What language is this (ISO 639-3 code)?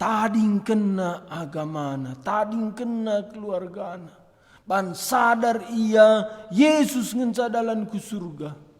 btx